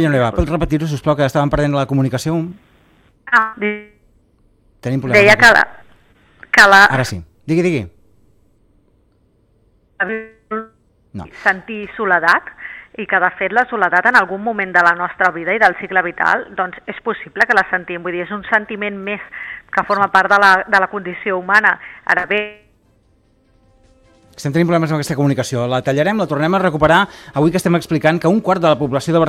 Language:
Catalan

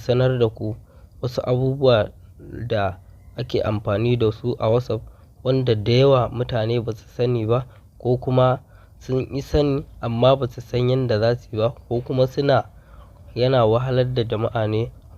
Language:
Hausa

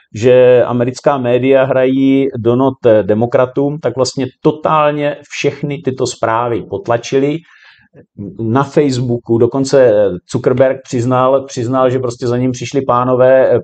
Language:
Czech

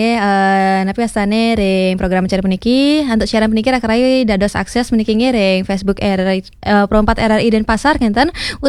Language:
Balinese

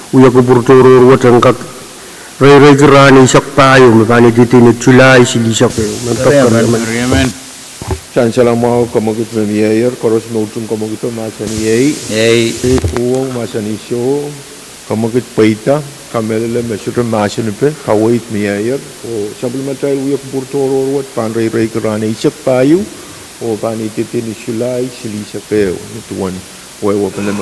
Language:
Pohnpeian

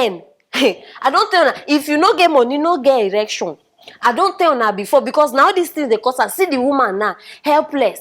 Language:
Nigerian Pidgin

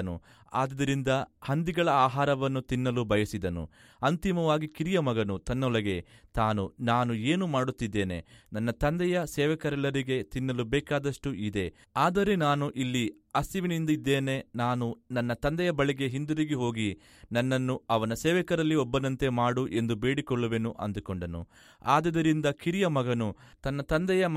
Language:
Kannada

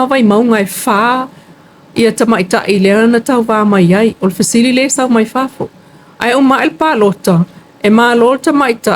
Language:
Samoan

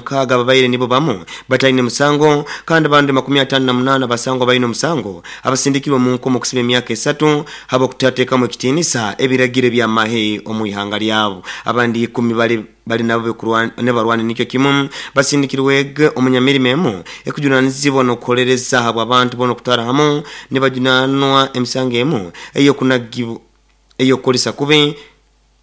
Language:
Nyoro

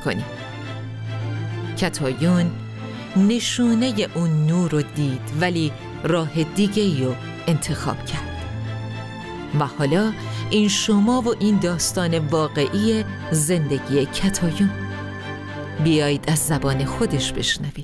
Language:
Persian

